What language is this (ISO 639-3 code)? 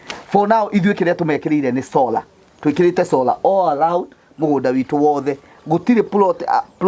kik